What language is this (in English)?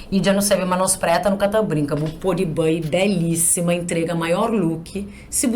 Kabuverdianu